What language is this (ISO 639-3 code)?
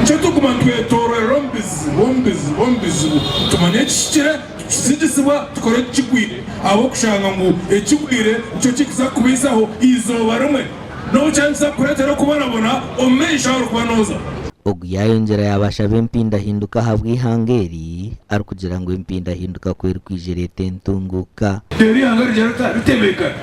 nyn